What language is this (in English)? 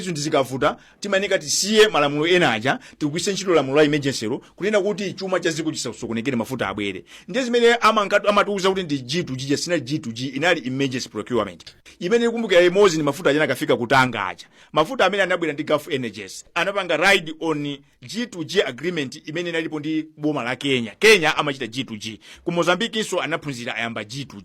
Nyanja